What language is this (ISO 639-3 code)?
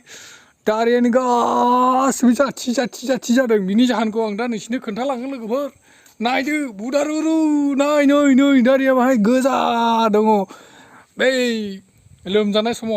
brx